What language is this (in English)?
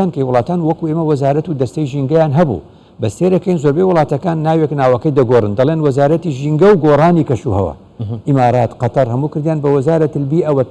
Central Kurdish